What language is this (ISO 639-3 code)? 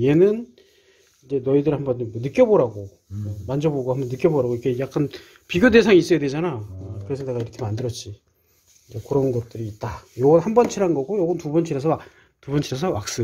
kor